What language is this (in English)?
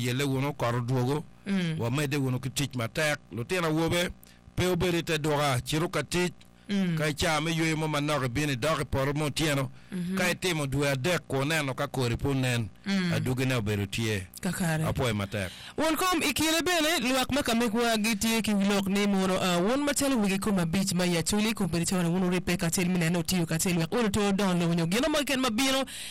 Acoli